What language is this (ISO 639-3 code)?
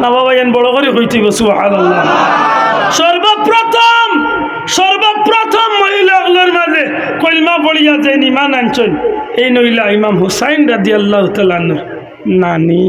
syl